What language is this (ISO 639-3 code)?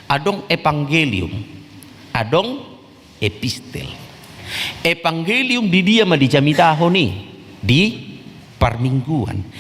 bbc